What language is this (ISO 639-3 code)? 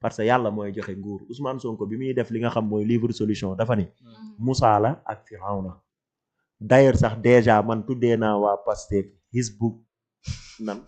wol